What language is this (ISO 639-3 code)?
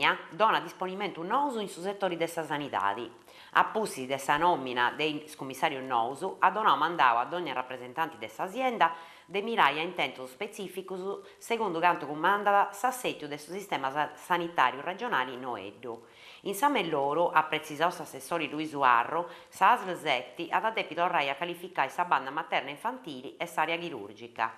srd